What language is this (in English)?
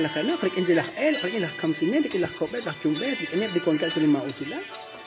Kekchí